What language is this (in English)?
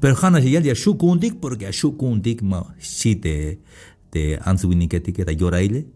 Tzeltal